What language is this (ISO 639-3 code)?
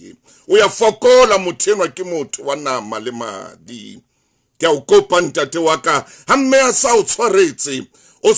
sot